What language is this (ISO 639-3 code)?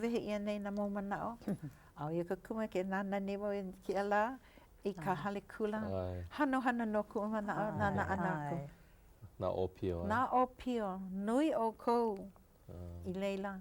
haw